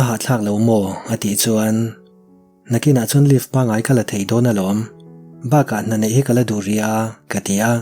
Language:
Mizo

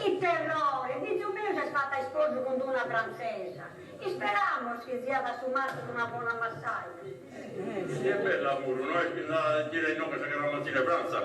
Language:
Sardinian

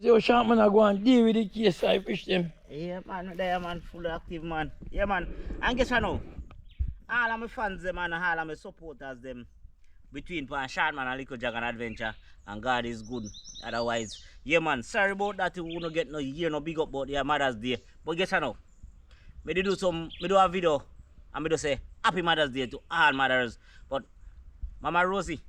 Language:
Jamaican Creole English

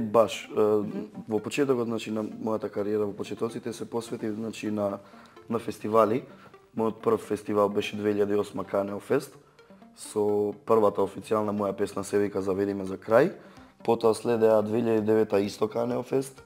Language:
Macedonian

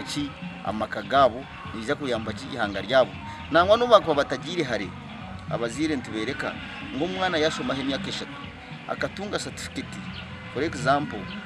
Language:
Nyankole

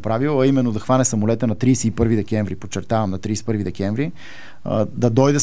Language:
Bulgarian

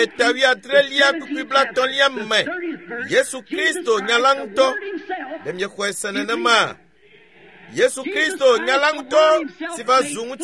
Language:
Ewe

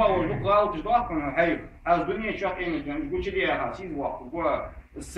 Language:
Ingush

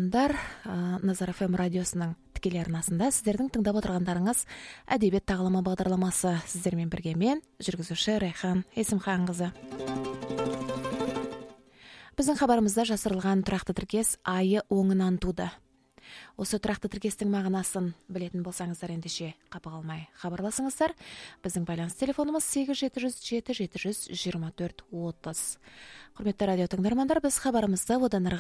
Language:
Kazakh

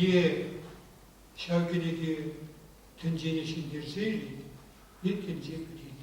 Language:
Chuvash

